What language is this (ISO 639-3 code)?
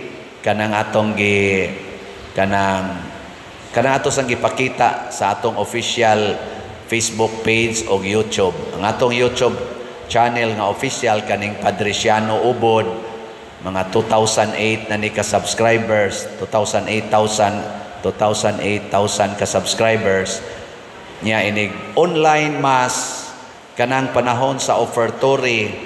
ceb